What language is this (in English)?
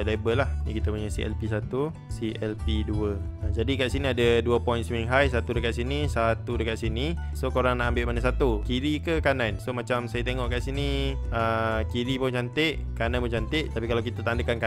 Malay